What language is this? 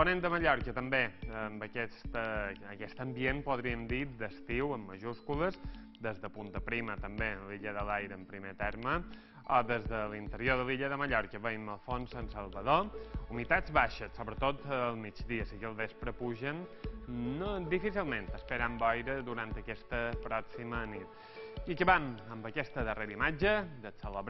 Catalan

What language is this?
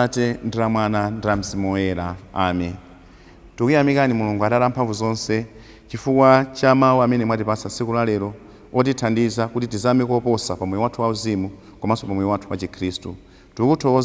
Nyanja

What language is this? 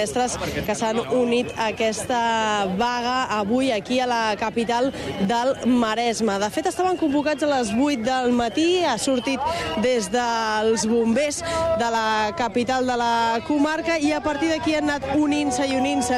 Catalan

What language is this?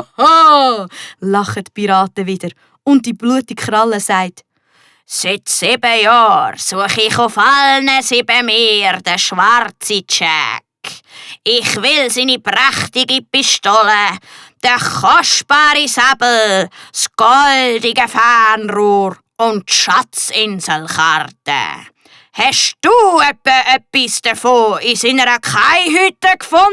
Swiss German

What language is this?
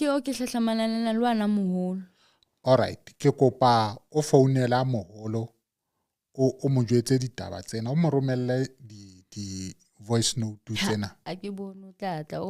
Southern Sotho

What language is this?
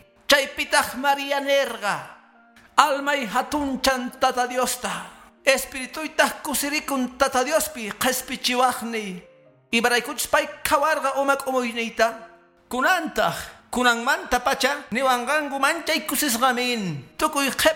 Quechua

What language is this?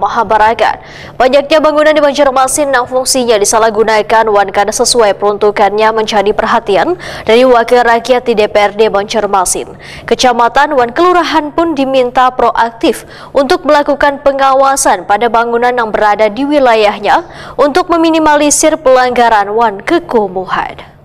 Banjar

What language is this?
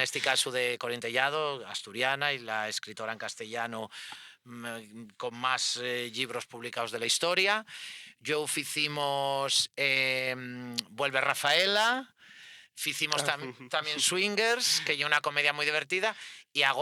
Asturian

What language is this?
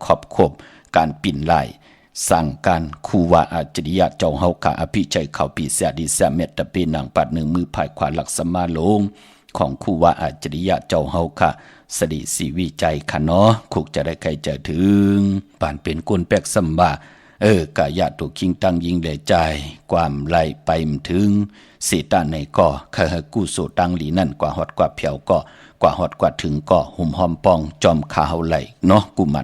Shan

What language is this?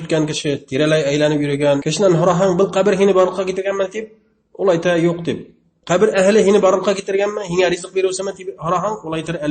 Bashkir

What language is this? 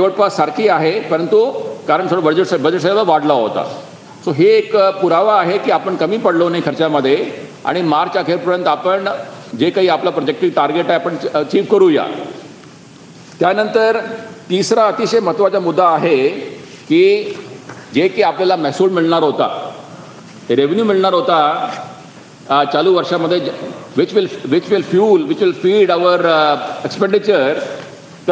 Marathi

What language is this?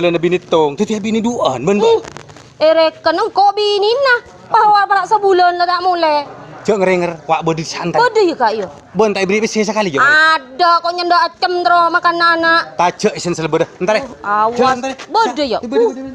Madurese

